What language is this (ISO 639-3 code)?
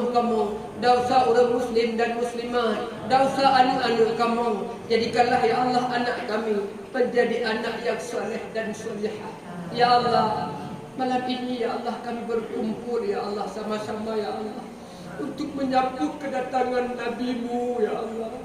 ace